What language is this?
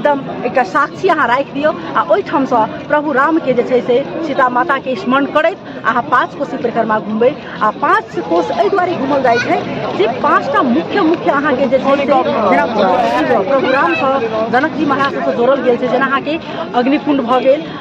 Maithili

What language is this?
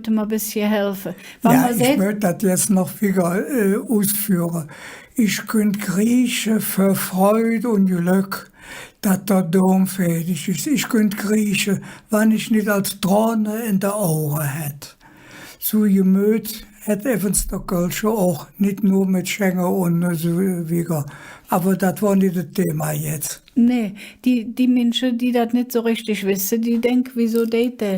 Colognian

